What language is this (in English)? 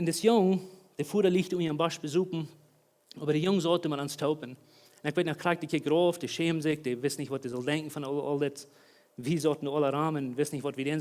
Plautdietsch